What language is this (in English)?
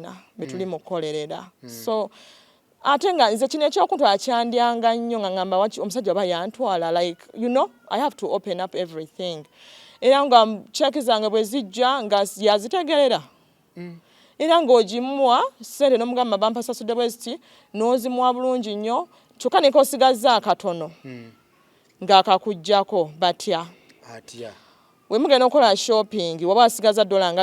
Ganda